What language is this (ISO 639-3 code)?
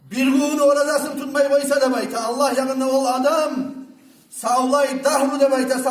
kum